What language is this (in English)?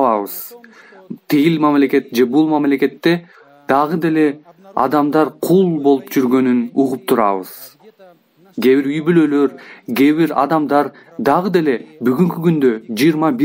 Kyrgyz